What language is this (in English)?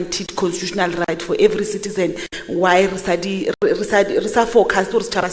Tswana